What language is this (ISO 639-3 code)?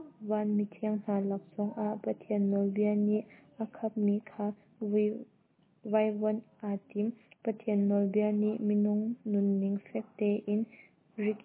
cnh